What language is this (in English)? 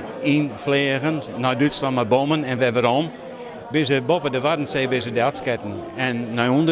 Western Frisian